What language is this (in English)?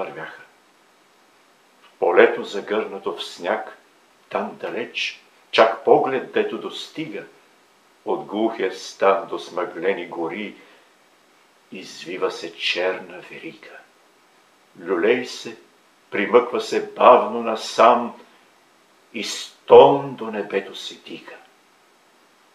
Bulgarian